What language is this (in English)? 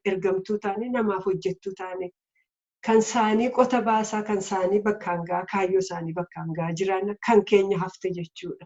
Oromo